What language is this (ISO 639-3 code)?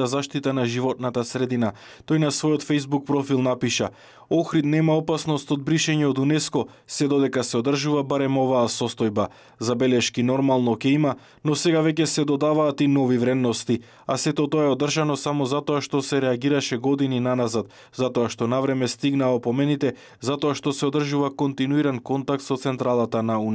mkd